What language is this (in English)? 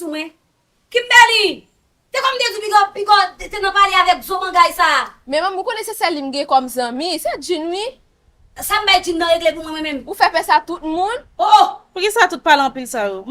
Haitian Creole